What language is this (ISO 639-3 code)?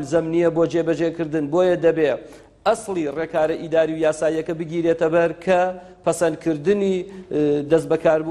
ckb